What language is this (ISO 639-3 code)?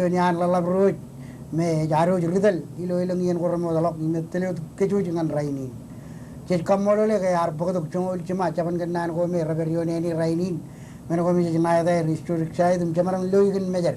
mah